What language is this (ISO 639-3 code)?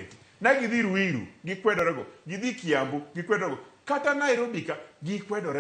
luo